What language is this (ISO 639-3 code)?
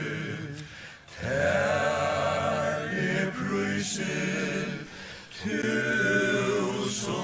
fao